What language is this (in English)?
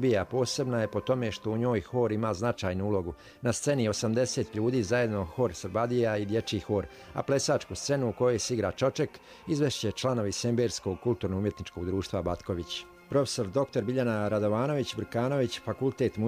Croatian